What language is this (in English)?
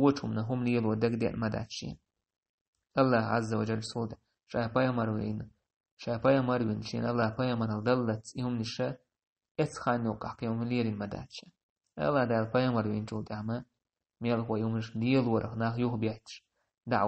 Chechen